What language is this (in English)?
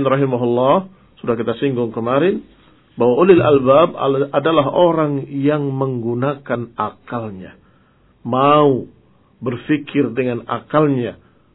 Indonesian